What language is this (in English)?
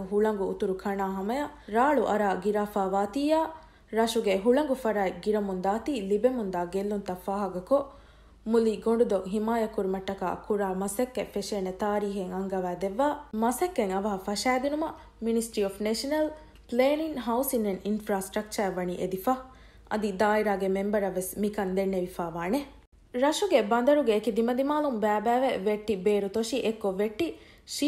Divehi